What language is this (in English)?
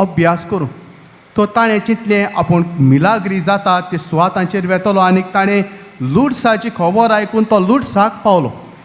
Konkani